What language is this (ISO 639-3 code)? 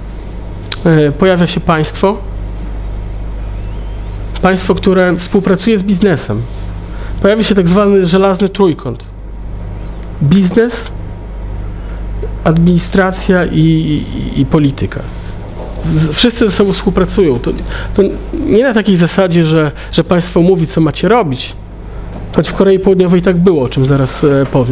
pol